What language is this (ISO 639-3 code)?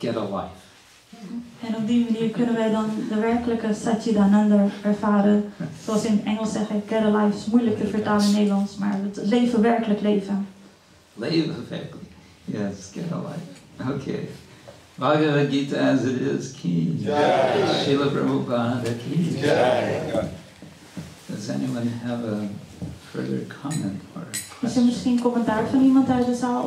nld